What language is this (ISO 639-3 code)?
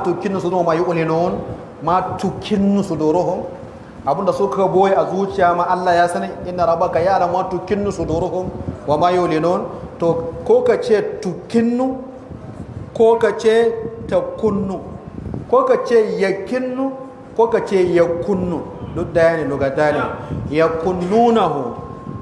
hau